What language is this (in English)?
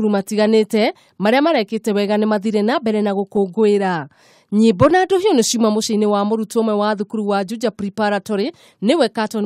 Kikuyu